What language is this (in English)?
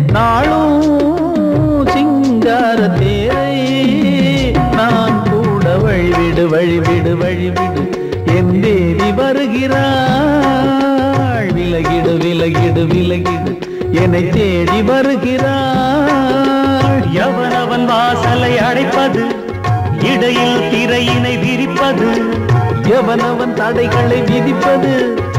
Tamil